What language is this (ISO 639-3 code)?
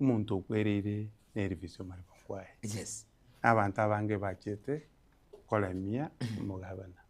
guz